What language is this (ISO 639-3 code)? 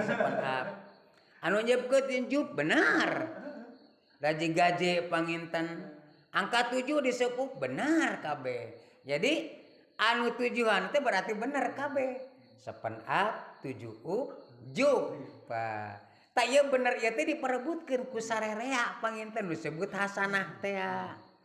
sun